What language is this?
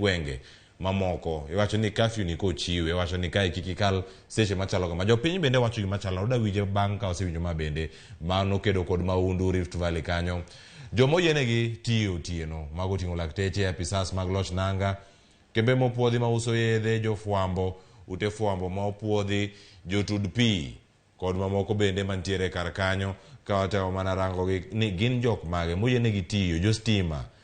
Luo (Kenya and Tanzania)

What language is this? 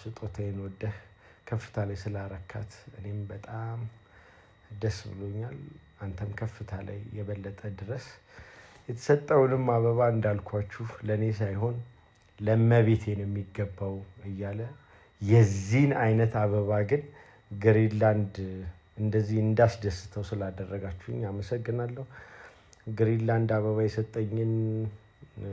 Amharic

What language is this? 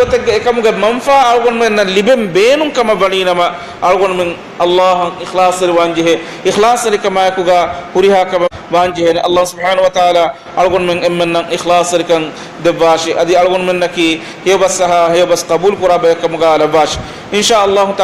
Divehi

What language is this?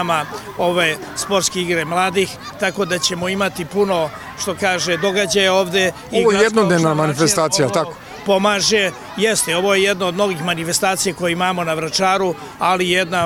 Serbian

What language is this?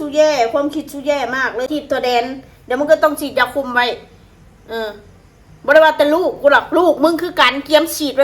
Northeastern Thai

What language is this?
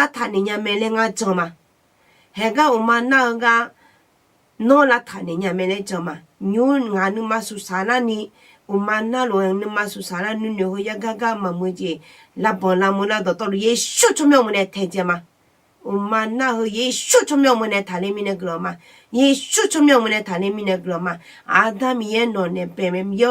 Akha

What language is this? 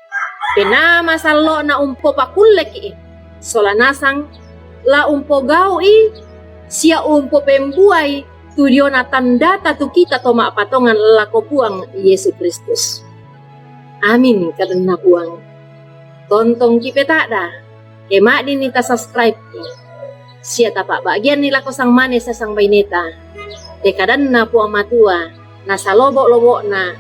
Toraja-Sa'dan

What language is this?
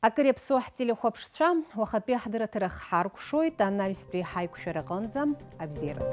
Abkhazian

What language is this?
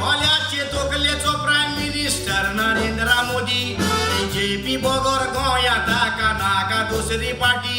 Konkani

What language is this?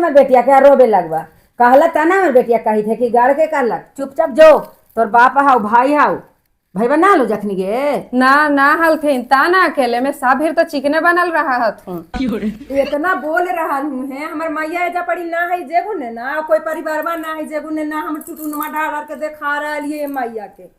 Magahi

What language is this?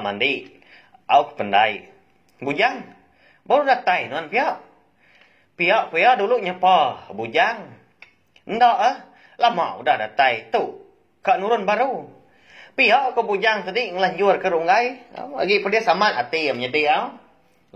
Iban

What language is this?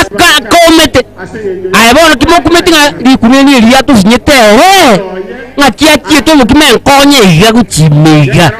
Gusii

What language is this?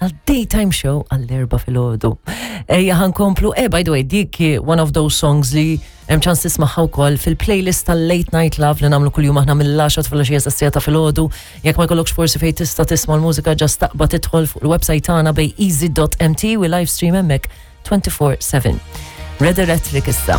Maltese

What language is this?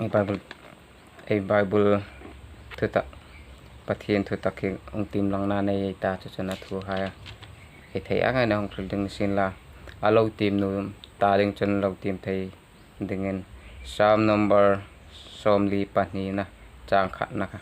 Hmar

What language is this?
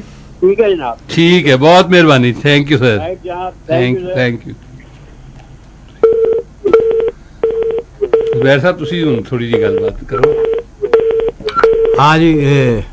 Punjabi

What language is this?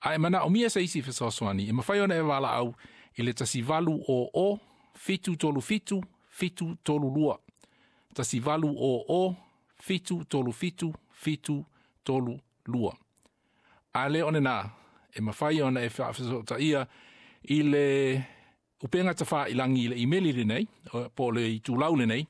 Samoan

